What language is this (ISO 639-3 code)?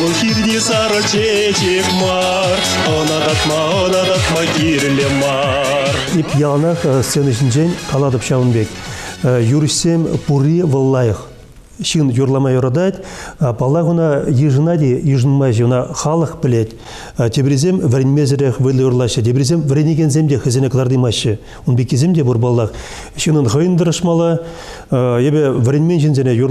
chv